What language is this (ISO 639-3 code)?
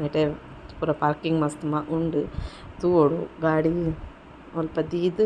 tcy